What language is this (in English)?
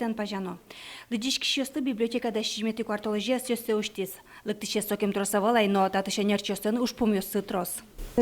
Udmurt